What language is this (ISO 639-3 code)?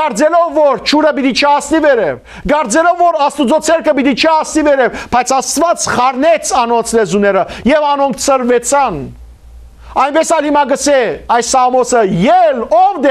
hyw